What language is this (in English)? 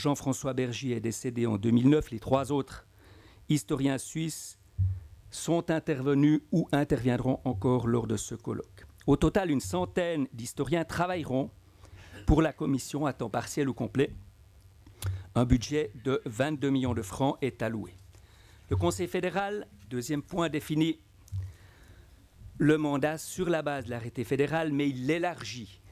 French